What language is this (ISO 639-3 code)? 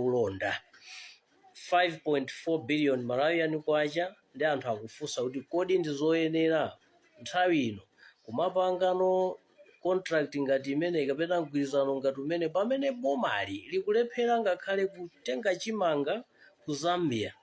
nya